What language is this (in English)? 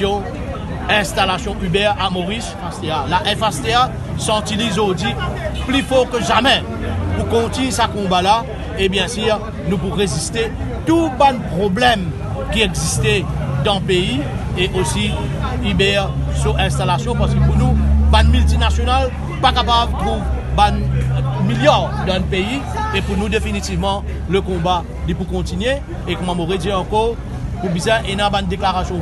Morisyen